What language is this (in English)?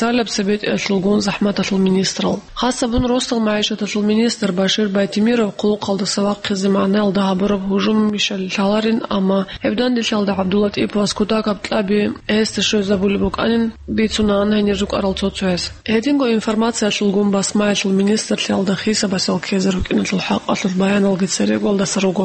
Avaric